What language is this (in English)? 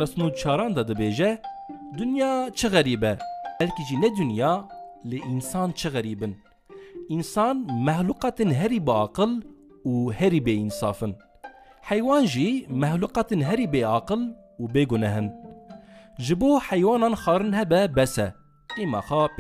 Kurdish